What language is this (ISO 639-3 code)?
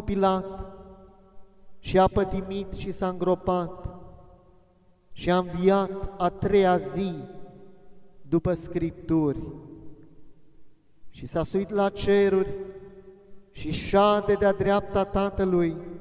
ron